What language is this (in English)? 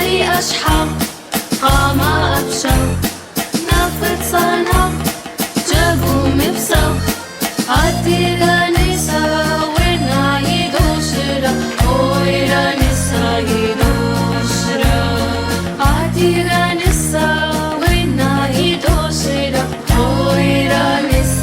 North Levantine Arabic